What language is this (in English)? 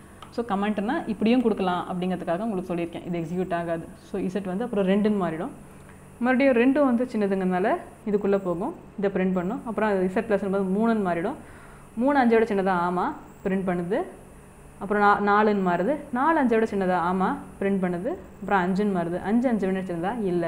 Tamil